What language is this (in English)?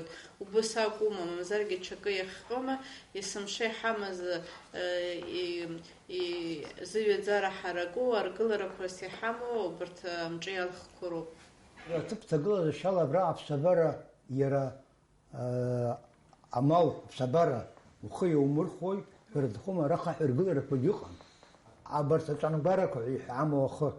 Abkhazian